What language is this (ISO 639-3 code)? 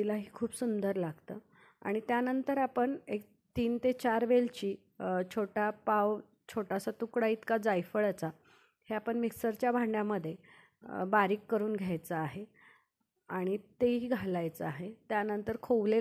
mar